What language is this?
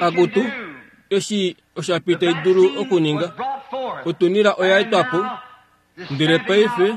Kuanyama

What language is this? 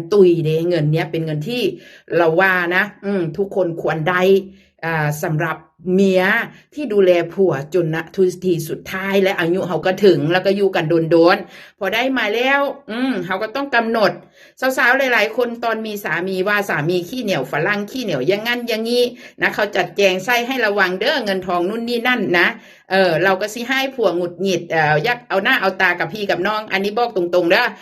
Northeastern Thai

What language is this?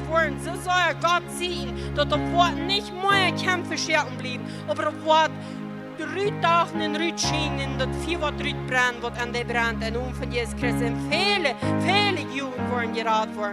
Plautdietsch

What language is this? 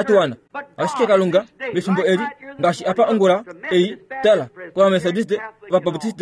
Kuanyama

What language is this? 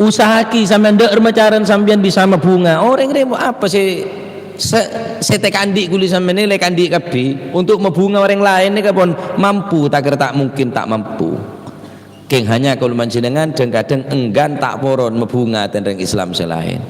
Madurese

